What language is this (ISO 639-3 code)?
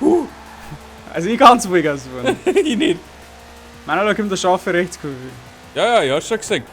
bar